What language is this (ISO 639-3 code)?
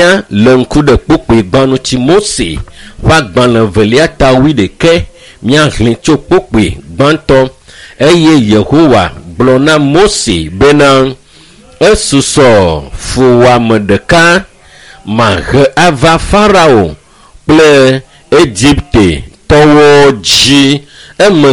ewe